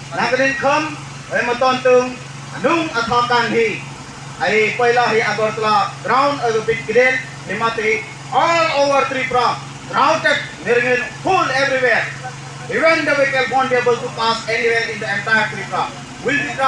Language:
Kok Borok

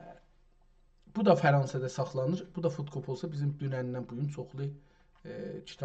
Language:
South Azerbaijani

